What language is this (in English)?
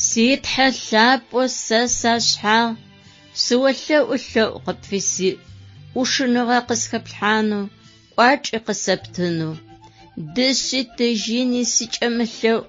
Adyghe